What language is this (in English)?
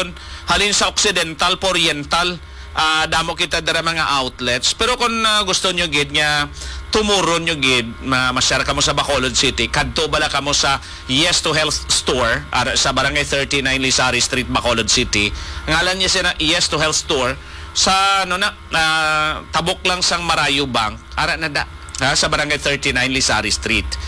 Hiligaynon